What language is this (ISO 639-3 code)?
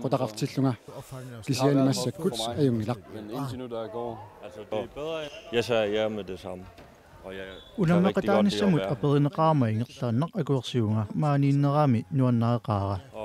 kal